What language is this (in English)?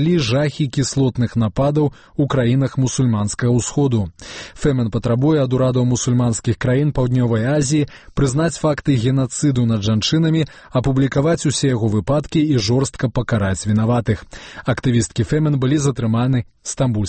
Belarusian